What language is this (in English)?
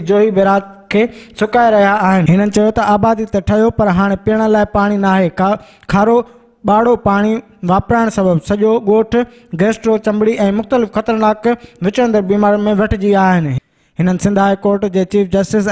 Sindhi